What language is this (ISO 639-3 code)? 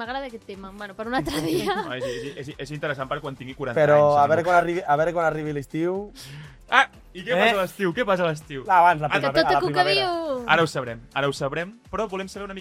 cat